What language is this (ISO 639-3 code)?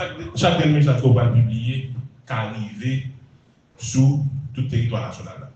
hat